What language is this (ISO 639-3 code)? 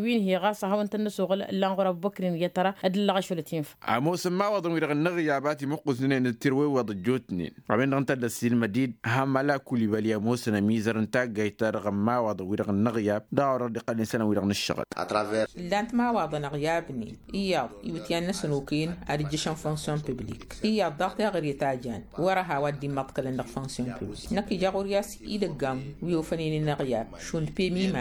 taq